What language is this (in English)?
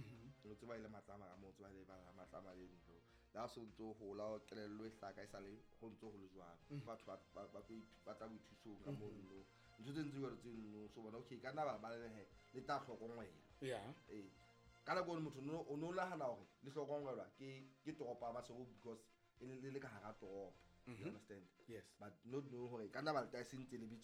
Southern Sotho